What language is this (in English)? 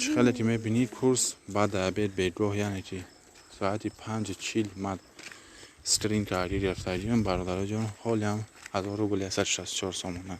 Tajik